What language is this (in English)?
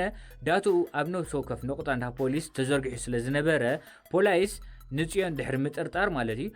Tigrinya